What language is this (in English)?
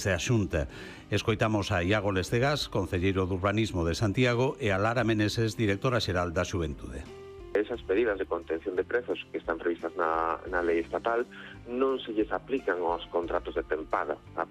Galician